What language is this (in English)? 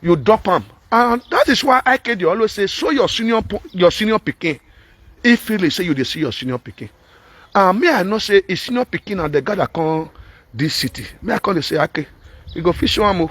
Nigerian Pidgin